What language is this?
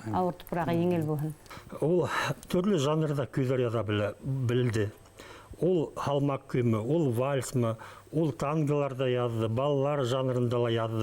Bashkir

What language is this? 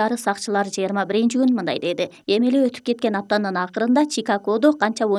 Kyrgyz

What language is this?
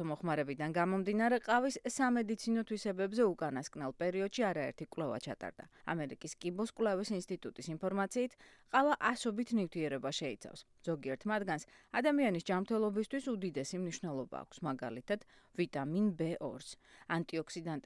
Georgian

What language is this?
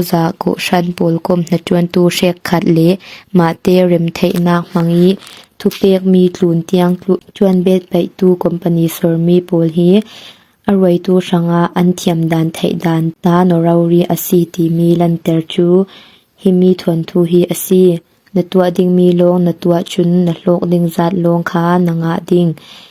Falam Chin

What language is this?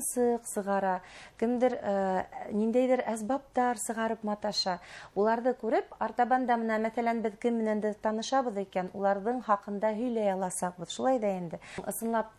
Bashkir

